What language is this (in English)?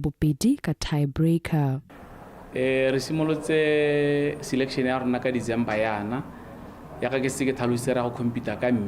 Tswana